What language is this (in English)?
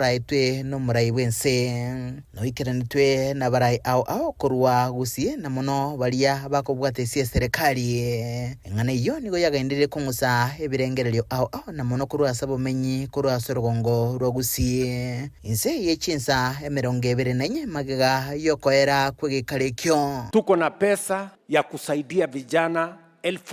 Gusii